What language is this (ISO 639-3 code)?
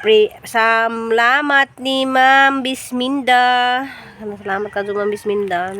ceb